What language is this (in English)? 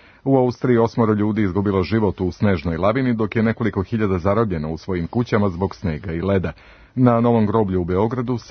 Serbian